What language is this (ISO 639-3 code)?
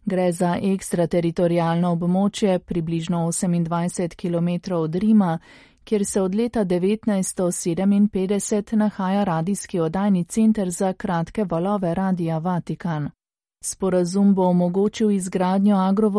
slv